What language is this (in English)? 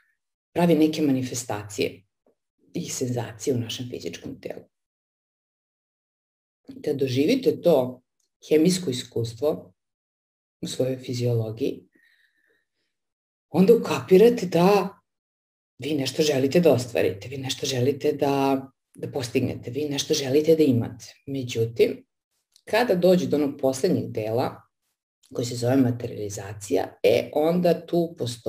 Serbian